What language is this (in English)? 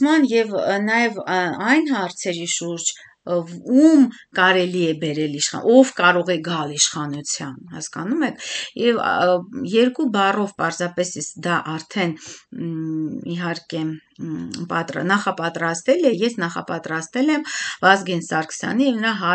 Armenian